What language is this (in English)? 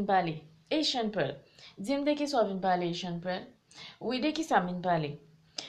Haitian Creole